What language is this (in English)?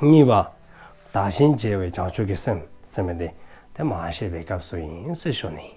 Dzongkha